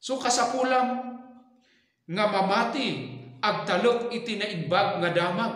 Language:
Iloko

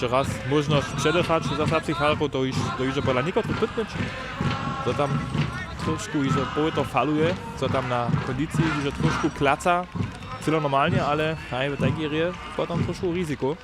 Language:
Upper Sorbian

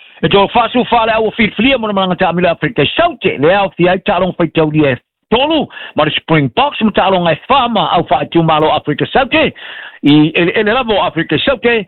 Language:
Samoan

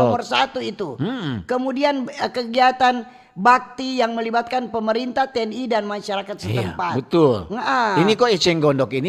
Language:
Manado Malay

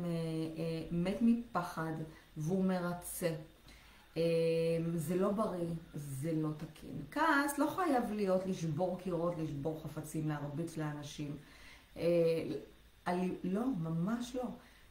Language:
Hebrew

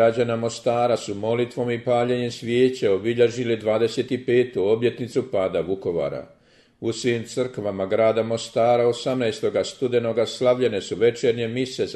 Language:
Croatian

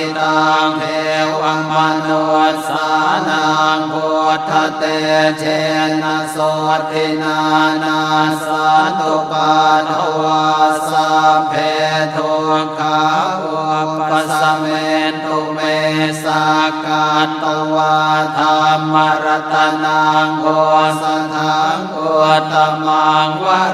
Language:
Pali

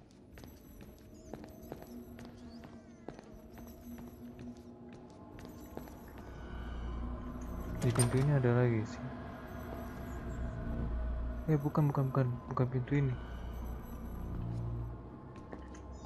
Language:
Indonesian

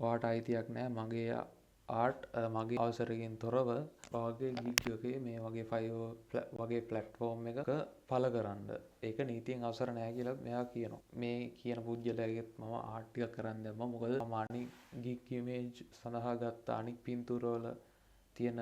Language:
Sinhala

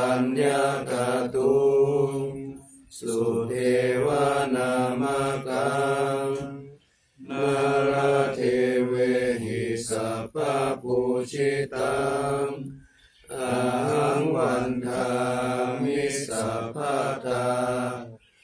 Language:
Pali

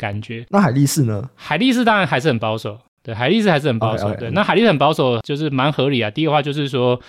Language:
Chinese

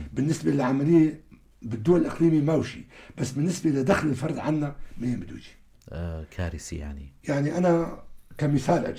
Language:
North Levantine Arabic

